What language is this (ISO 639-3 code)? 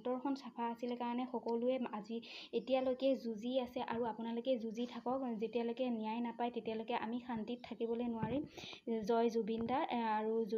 asm